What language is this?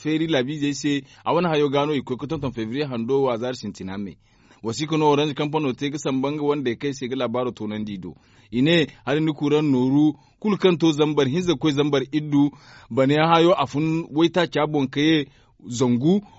Zarma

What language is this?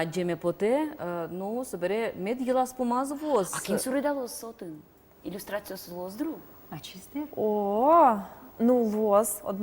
Udmurt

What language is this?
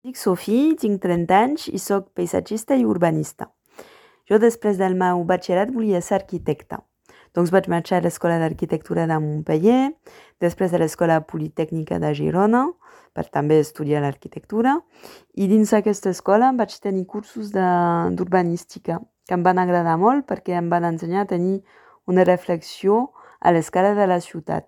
Catalan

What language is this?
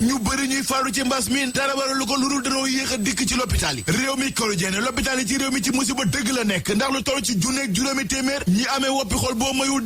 Wolof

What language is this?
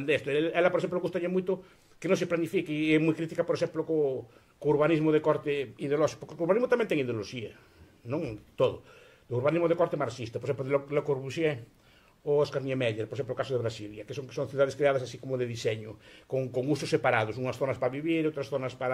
Galician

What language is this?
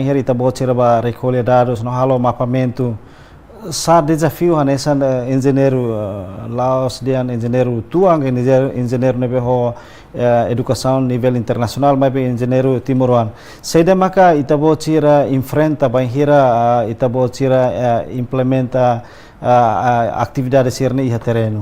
Tetum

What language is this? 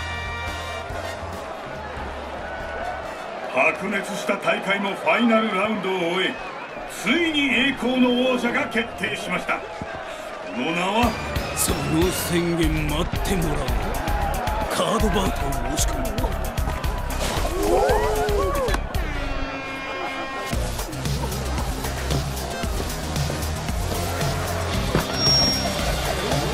Japanese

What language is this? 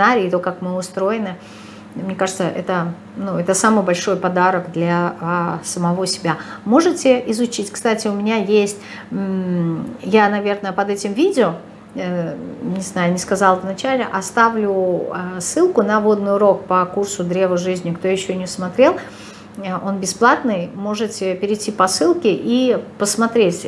Russian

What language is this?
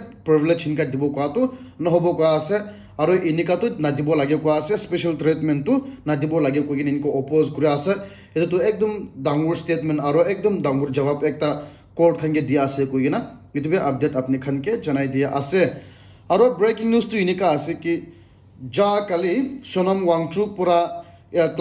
Naga Pidgin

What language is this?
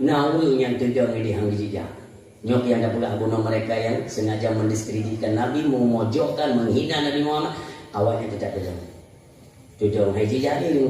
Achinese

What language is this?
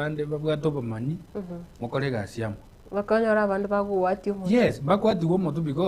Gusii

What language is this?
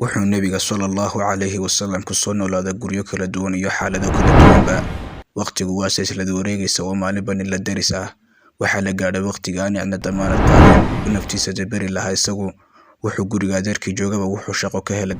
Somali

